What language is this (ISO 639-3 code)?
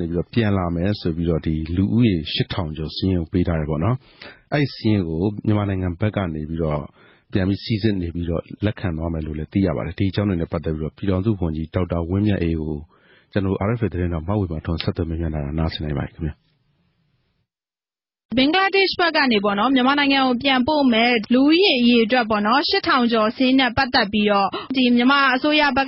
mya